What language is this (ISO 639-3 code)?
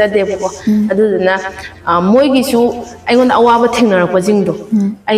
mni